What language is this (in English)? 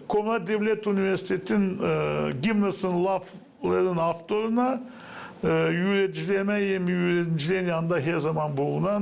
Gagauz